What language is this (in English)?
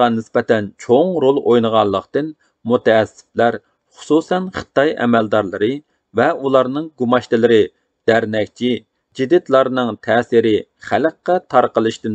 Uyghur